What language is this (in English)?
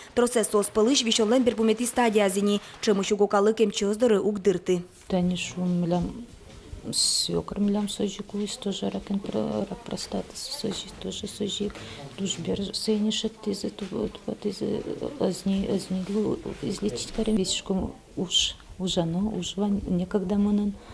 Udmurt